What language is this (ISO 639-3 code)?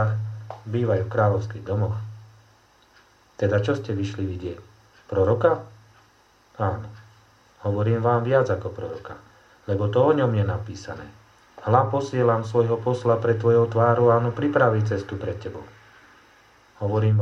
slk